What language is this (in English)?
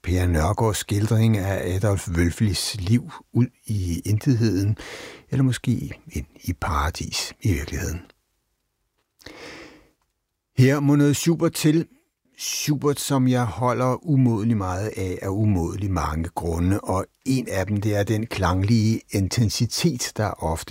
Danish